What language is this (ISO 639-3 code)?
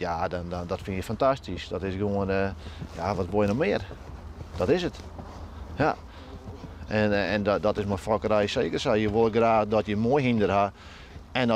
fry